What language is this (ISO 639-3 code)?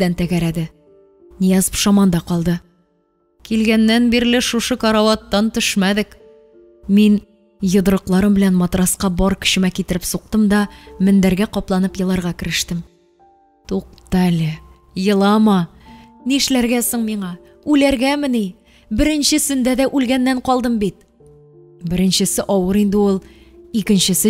tat